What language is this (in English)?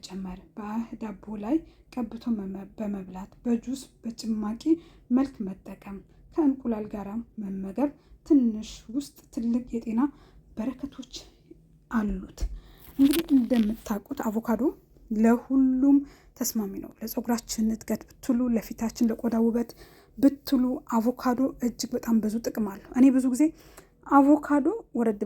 Amharic